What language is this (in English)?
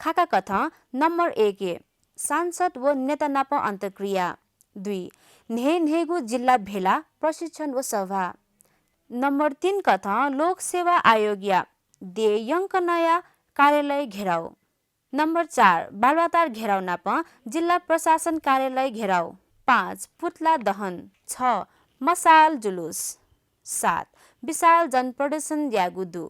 Newari